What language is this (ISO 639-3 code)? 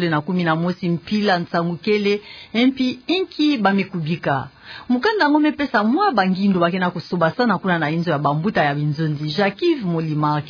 ktu